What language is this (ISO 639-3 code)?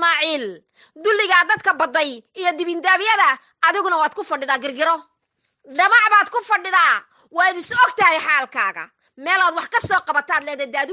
som